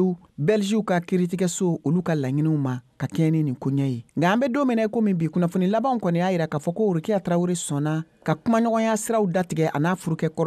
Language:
Bambara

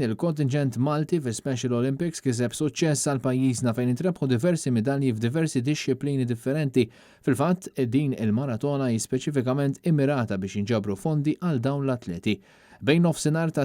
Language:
Maltese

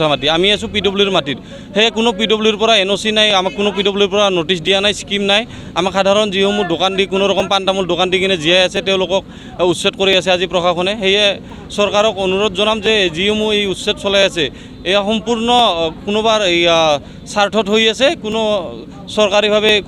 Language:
Assamese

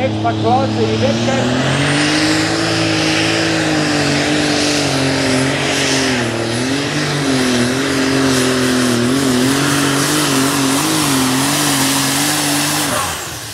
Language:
Danish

